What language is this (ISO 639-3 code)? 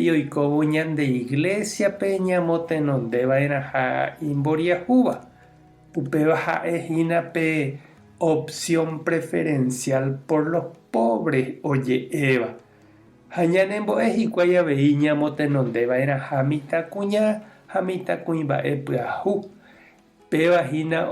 grn